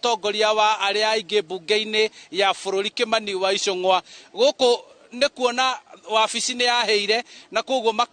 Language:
Kikuyu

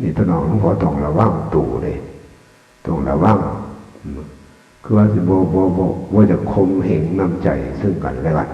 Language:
Northeastern Thai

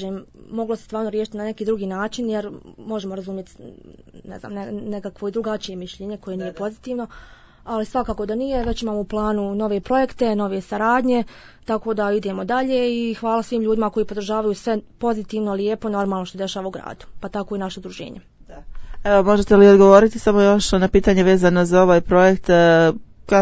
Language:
Bosnian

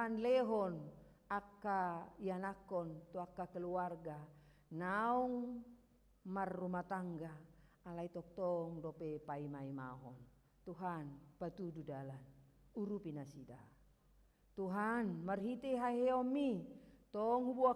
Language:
Batak Toba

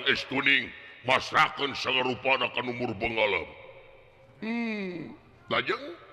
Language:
Sundanese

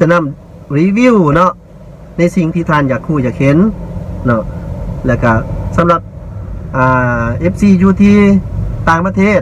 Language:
Lao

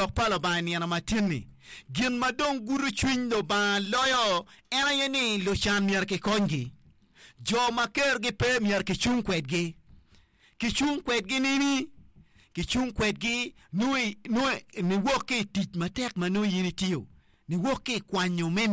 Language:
Acoli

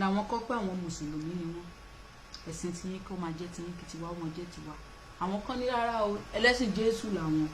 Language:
Yoruba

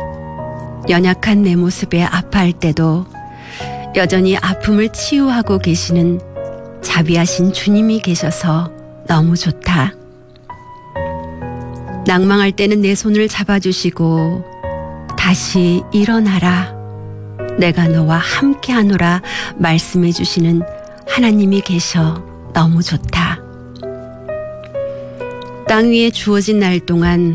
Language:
Korean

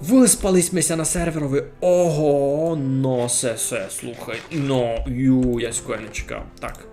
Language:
Rusyn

